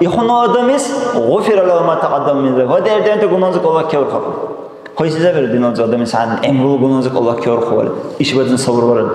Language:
Dargwa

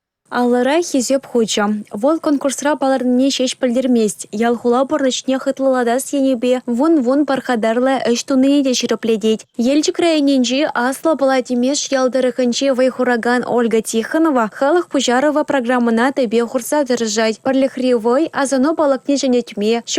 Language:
Chuvash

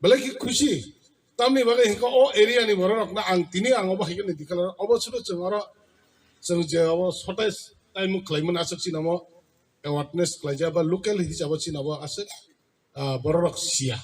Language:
Kok Borok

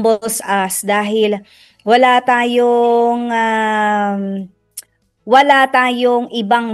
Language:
Filipino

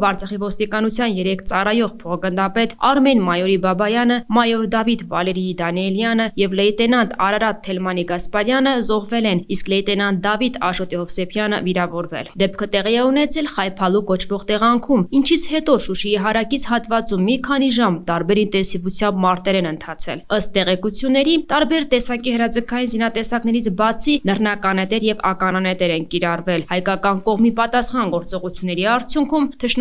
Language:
Armenian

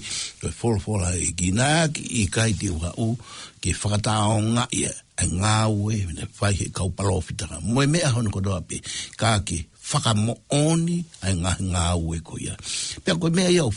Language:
Tongan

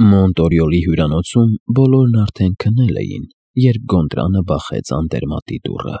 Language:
Armenian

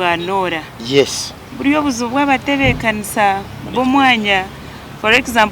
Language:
Nyankole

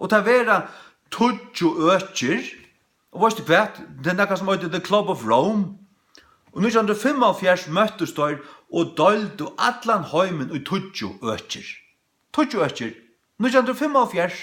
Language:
Faroese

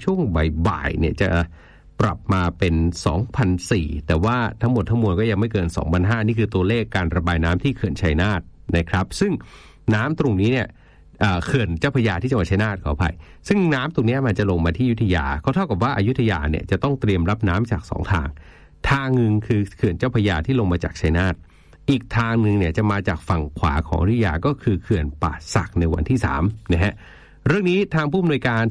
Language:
Thai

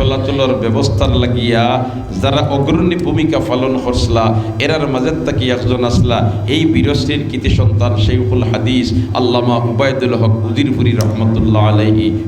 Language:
Sylheti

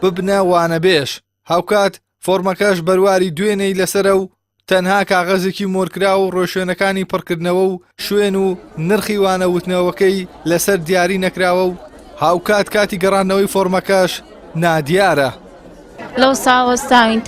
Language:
Central Kurdish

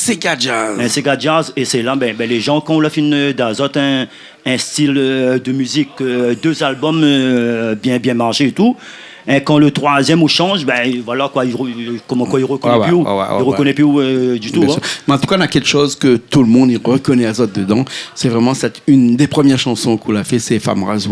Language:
Réunion Creole French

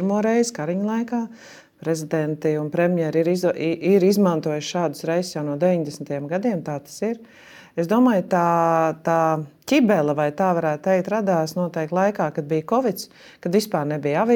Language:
Latvian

